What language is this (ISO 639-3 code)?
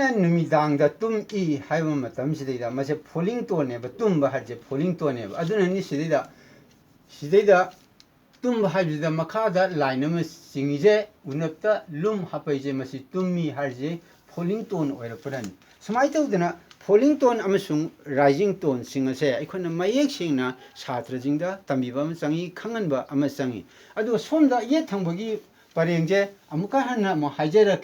mni